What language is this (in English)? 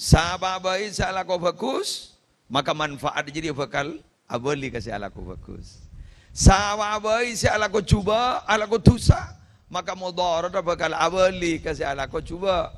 Madurese